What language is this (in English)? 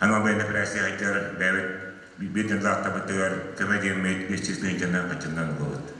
Yakut